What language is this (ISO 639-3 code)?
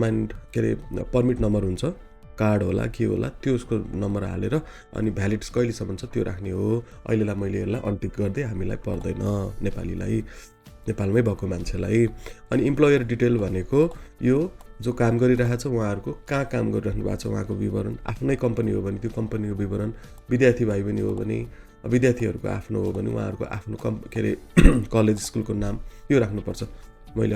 nep